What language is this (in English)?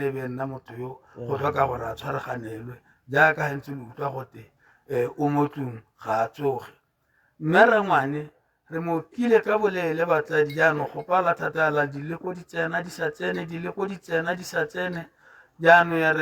Tswana